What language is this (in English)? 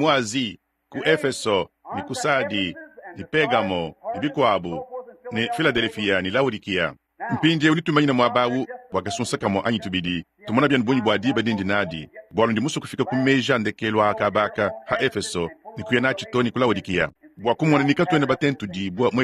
Luba-Lulua